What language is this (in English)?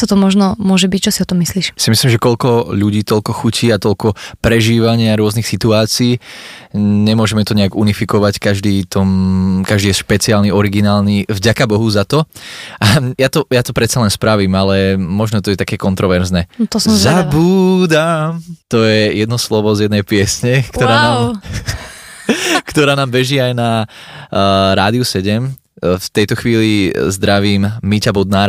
Slovak